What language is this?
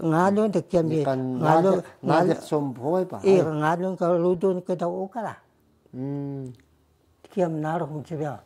Taroko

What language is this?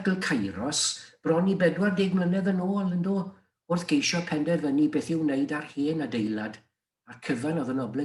Welsh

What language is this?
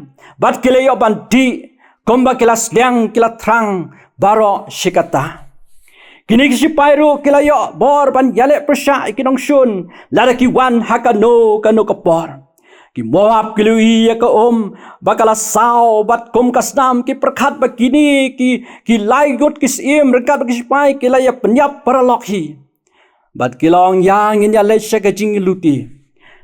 Khasi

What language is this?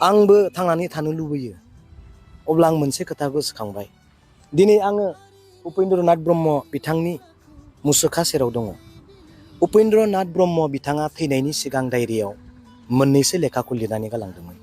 Bodo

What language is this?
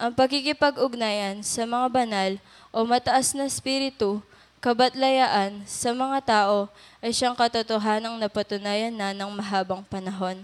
Pampanga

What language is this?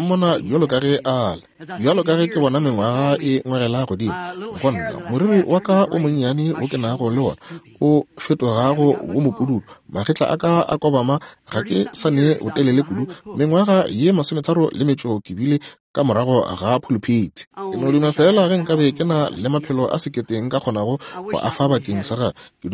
Northern Sotho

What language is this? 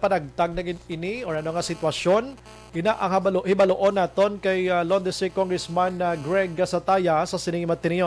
Hiligaynon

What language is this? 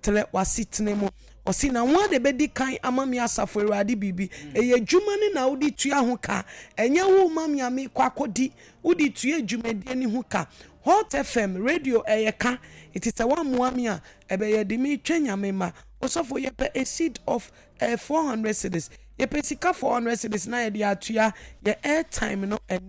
Akan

